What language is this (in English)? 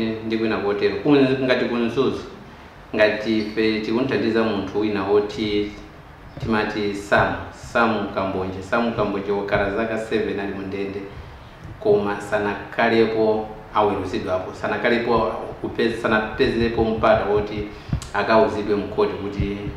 Nyanja